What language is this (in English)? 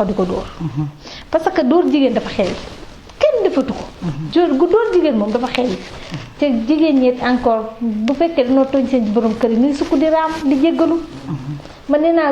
Wolof